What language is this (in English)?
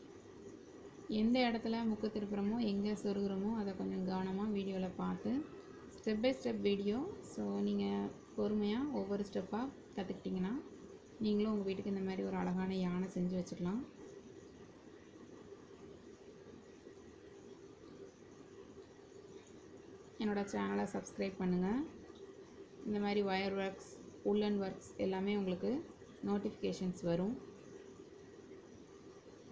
Tamil